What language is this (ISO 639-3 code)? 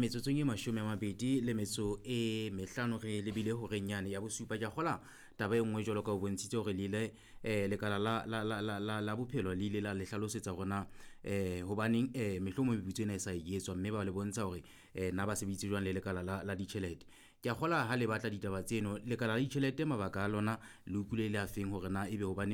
sot